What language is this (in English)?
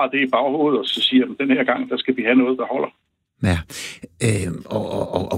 Danish